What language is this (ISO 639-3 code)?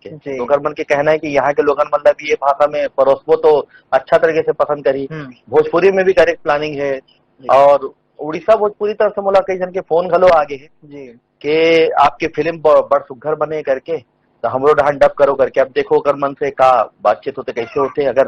hne